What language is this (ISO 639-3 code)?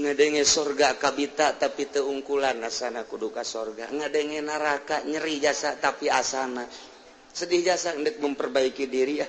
sun